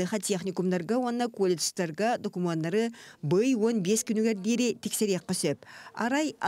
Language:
Yakut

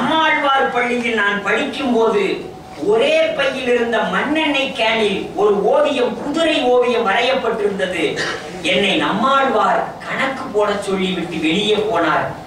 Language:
Tamil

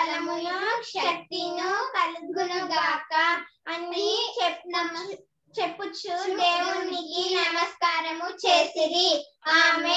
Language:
Telugu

